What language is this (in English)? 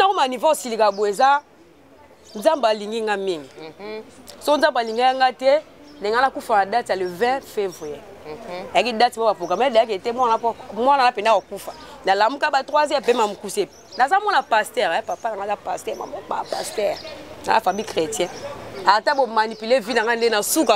Lingala